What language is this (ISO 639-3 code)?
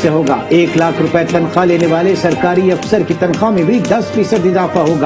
urd